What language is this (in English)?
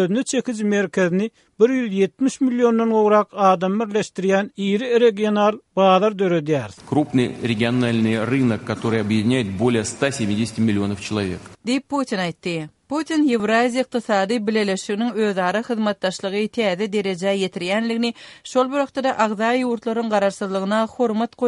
Kyrgyz